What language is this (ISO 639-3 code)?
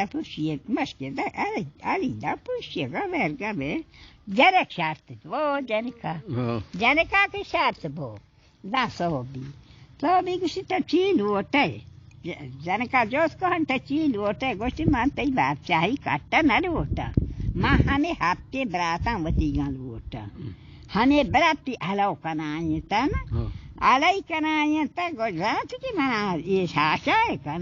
bal